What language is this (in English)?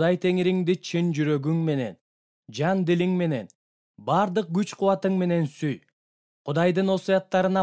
Kyrgyz